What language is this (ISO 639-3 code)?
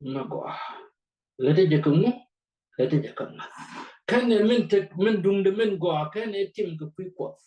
nus